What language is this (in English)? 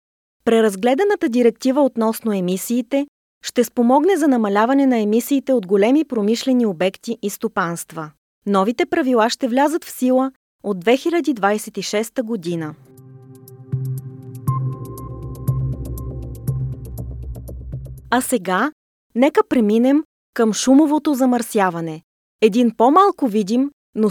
Bulgarian